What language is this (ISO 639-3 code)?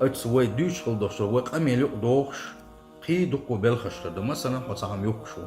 che